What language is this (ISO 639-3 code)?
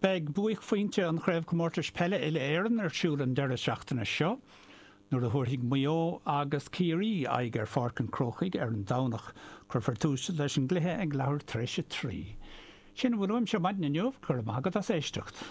gle